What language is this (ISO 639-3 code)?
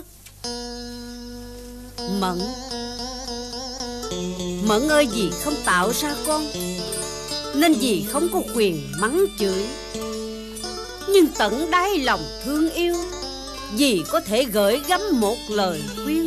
vie